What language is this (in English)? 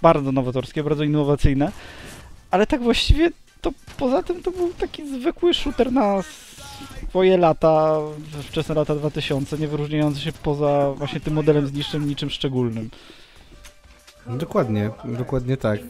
Polish